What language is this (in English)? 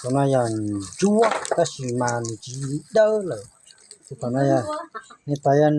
Hmong